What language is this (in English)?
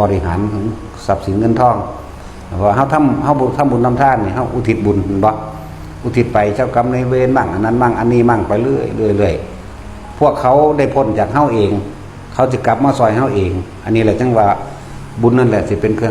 Northeastern Thai